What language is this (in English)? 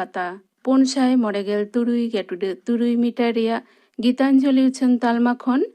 Santali